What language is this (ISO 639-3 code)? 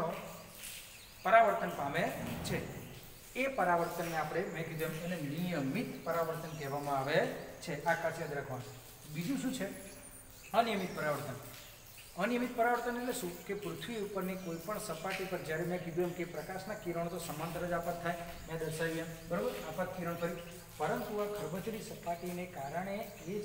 guj